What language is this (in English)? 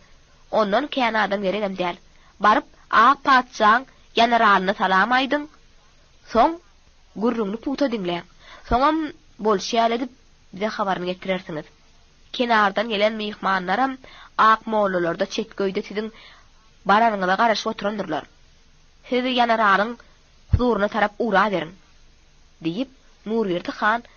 Turkmen